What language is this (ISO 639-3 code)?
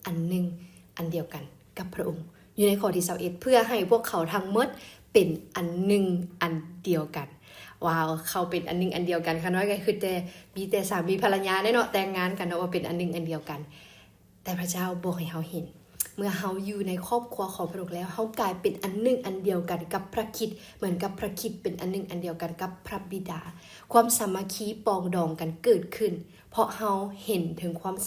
lao